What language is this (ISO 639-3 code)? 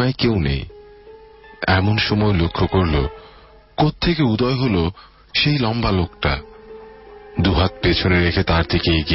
ben